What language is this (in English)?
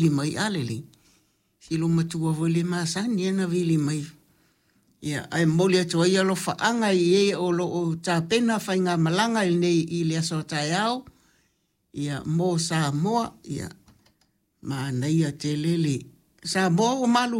Samoan